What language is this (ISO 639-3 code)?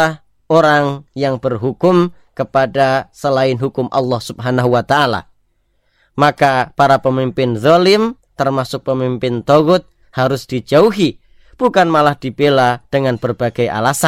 ind